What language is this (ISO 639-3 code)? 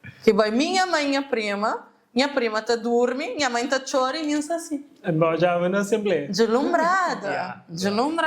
kea